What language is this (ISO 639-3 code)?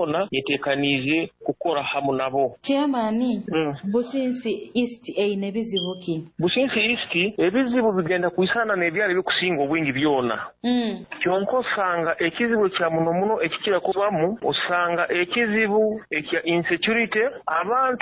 nyo